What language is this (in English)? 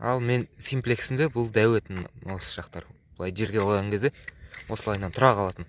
Kazakh